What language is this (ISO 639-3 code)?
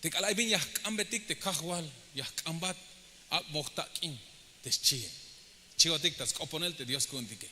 tzh